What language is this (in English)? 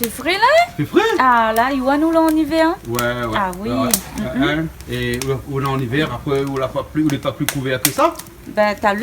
Réunion Creole French